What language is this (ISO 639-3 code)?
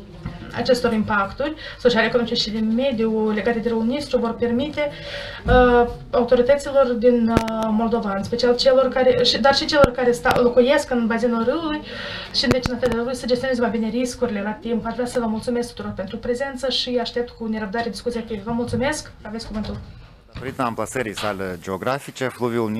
ron